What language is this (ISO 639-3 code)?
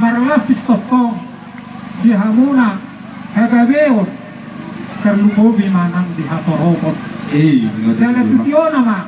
bbc